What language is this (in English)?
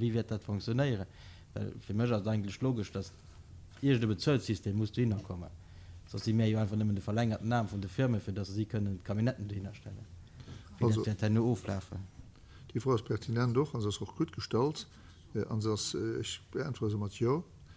Luxembourgish